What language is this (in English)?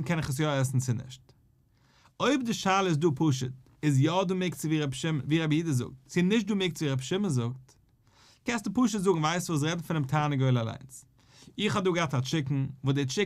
Yiddish